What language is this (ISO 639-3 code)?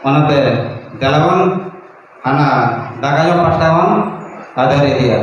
sat